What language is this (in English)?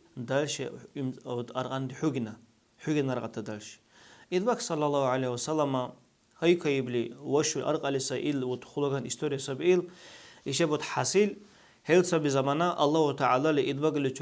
Dargwa